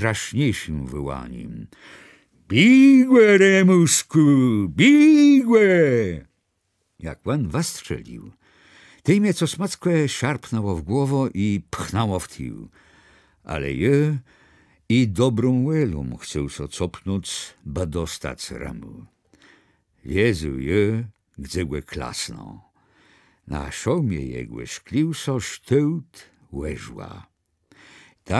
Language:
Kashubian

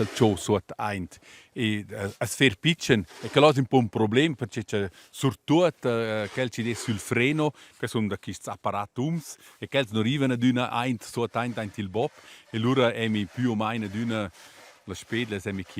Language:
Romansh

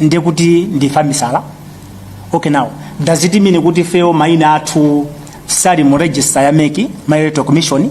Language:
Nyanja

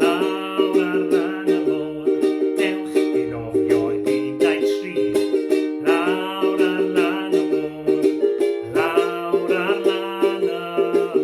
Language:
Welsh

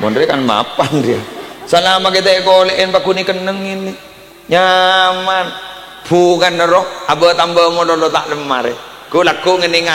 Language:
Madurese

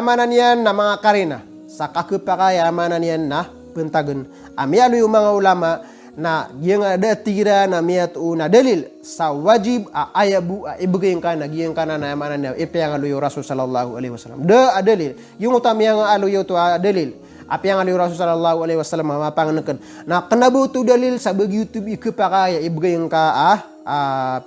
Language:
Maranao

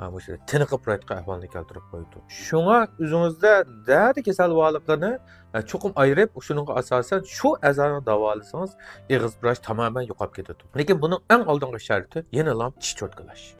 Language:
Uyghur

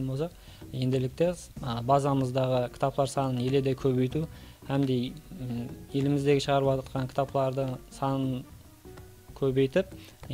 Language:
Kara-Kalpak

